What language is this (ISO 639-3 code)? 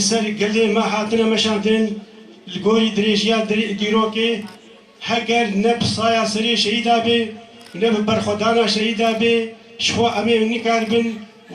kur